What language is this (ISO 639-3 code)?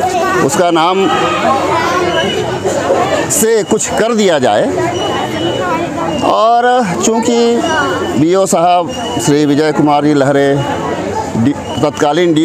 hin